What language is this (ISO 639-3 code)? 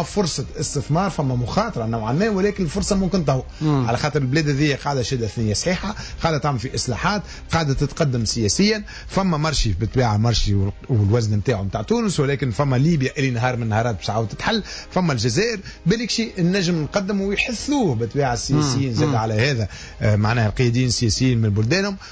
aeb